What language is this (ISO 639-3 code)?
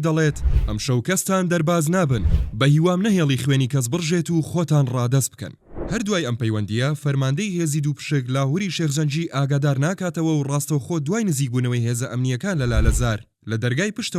ckb